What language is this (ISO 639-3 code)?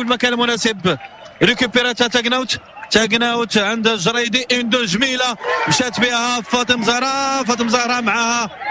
ary